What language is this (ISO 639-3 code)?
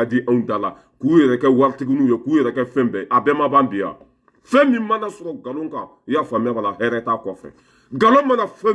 bam